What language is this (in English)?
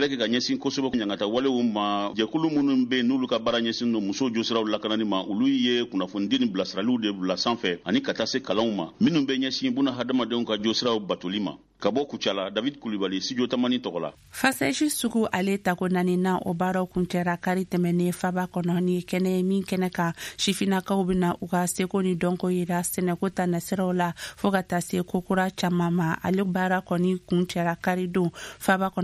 Bambara